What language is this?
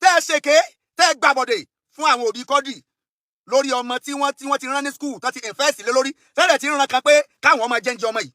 Yoruba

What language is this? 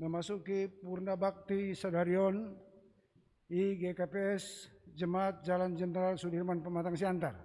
Batak Simalungun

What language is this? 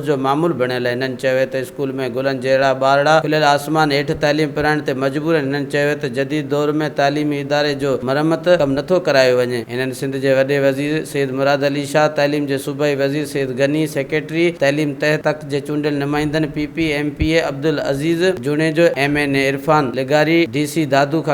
Sindhi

